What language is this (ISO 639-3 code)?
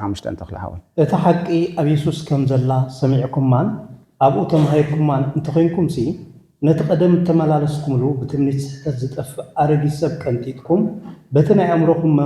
tir